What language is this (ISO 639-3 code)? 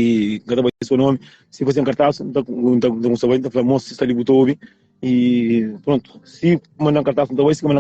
kea